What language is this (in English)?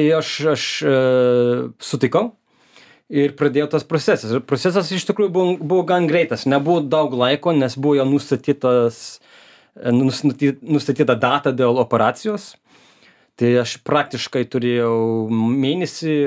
Lithuanian